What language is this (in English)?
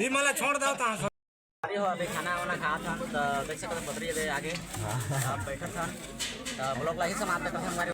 Chhattisgarhi